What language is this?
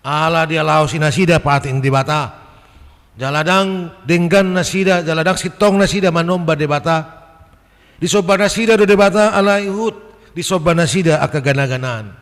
Batak Toba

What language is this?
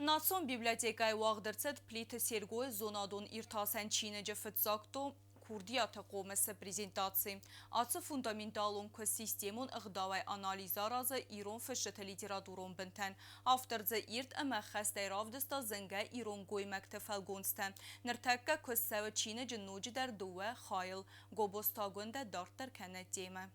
Ossetic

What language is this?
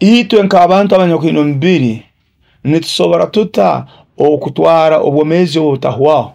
Nyoro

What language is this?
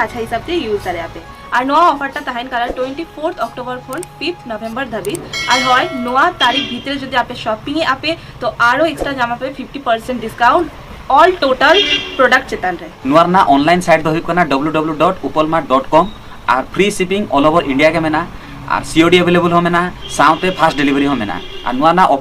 Santali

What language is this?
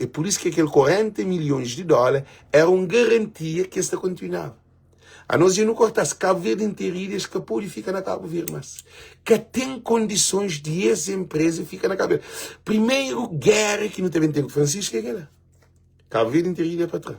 Kabuverdianu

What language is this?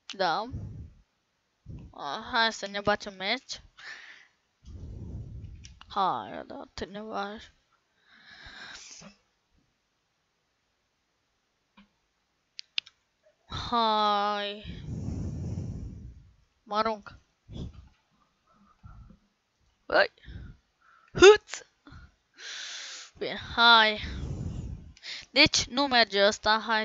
Romanian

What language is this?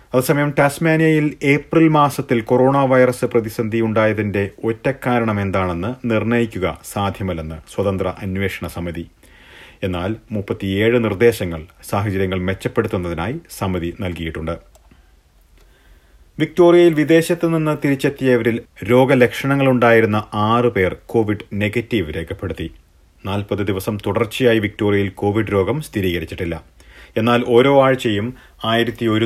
Malayalam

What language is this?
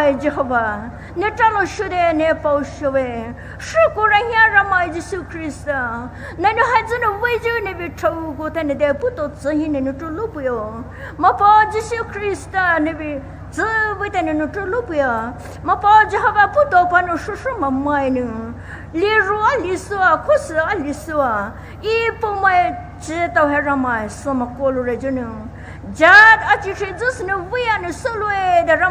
Poumei Naga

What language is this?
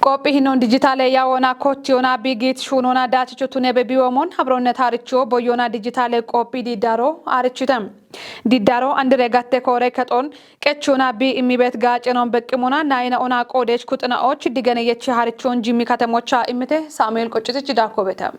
Kafa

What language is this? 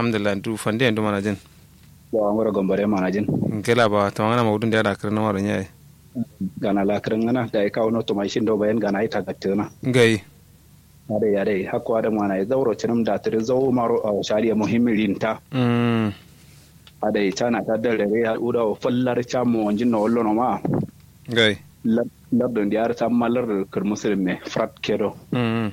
Kanuri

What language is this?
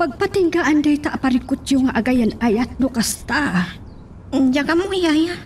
Iloko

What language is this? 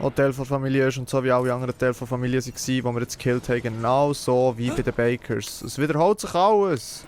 Swiss German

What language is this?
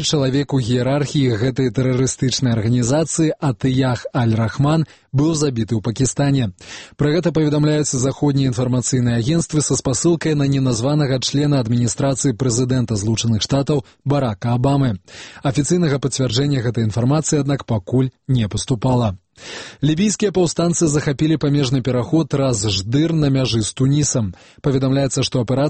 Belarusian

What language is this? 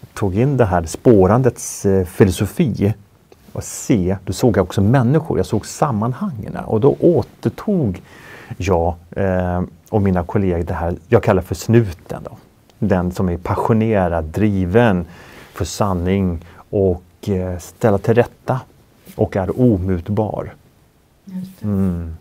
Swedish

